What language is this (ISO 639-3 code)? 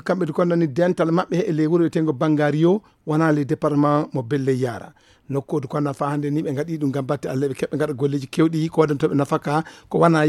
ful